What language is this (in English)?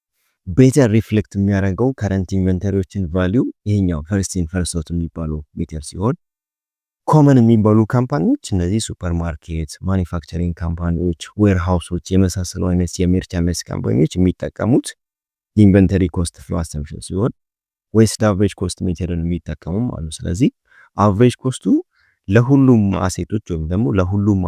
Amharic